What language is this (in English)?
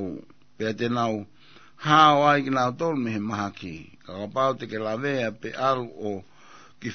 Tongan